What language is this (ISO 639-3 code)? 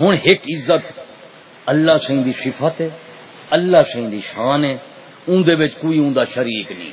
skr